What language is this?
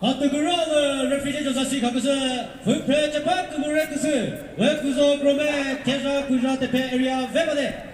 Chokri Naga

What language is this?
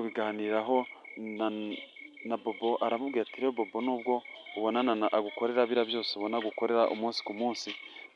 Kinyarwanda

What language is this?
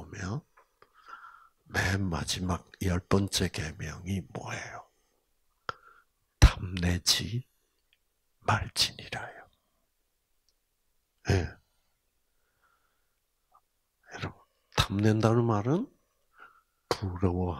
Korean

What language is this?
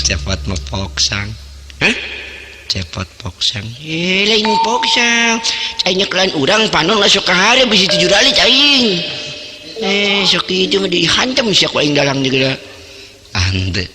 Sundanese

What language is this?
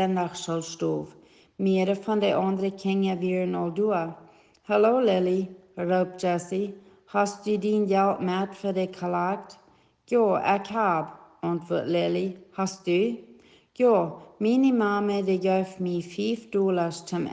Plautdietsch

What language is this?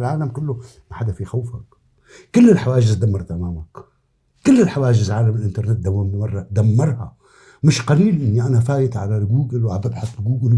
North Levantine Arabic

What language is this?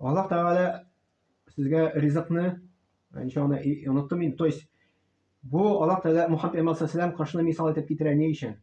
Tatar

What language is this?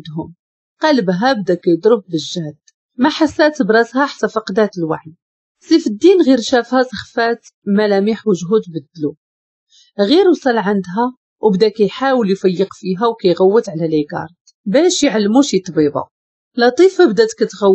Moroccan Arabic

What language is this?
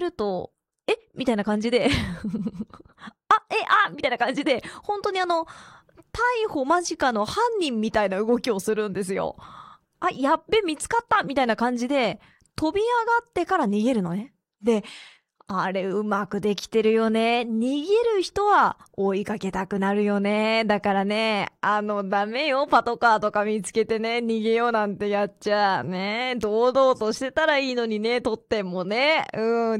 Japanese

